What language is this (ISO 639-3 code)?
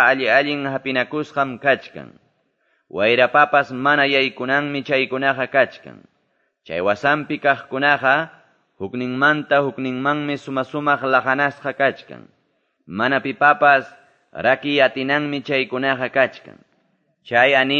que